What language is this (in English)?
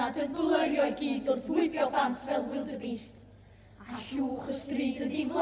Welsh